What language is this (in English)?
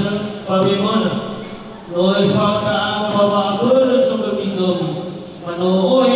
Nias